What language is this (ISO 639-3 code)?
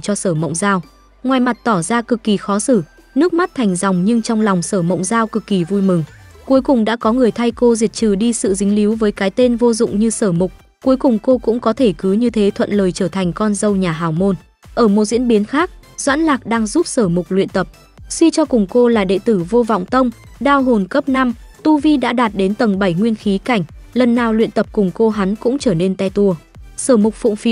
vie